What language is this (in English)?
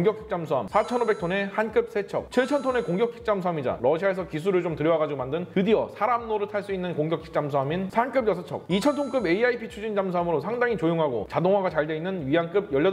Korean